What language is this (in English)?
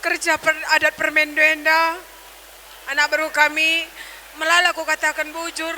Batak Karo